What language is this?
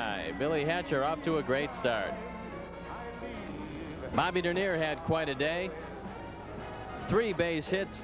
English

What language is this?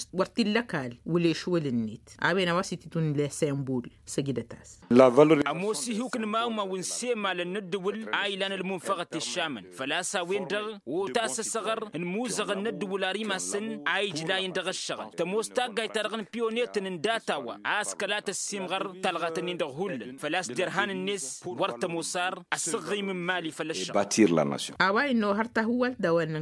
Tamasheq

